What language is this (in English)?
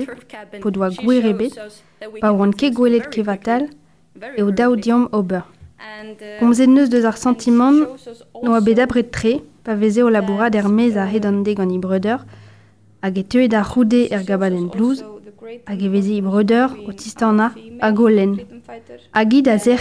Breton